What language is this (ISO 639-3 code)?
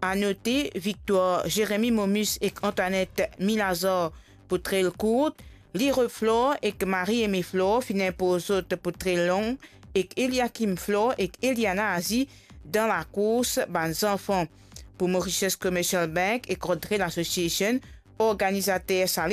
mfe